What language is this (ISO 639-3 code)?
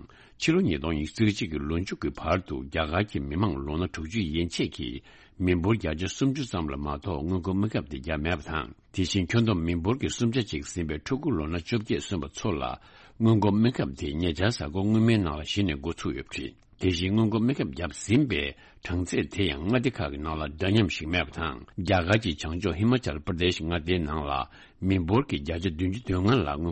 bod